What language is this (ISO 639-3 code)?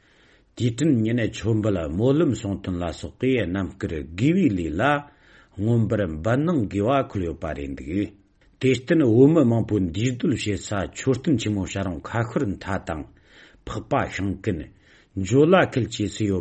bod